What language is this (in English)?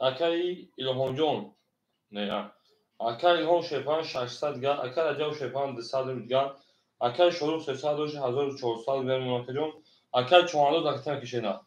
Tajik